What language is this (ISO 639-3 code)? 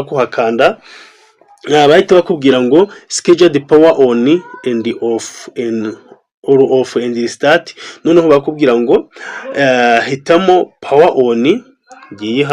kin